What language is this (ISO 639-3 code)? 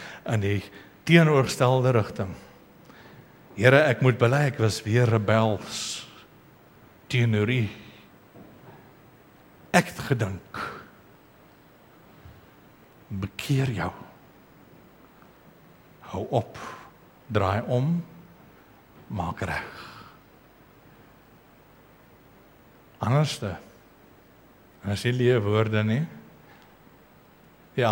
afr